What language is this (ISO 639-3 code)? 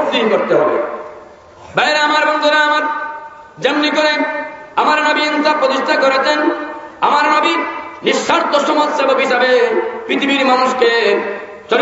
ben